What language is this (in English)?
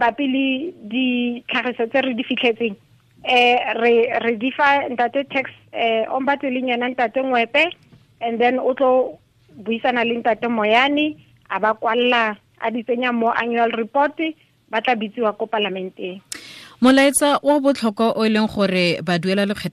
Tswana